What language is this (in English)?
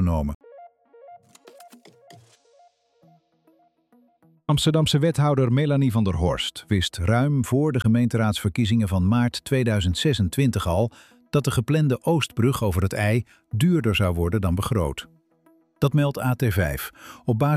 Dutch